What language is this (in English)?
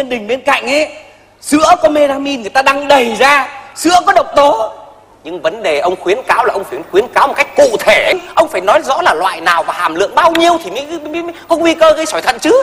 Vietnamese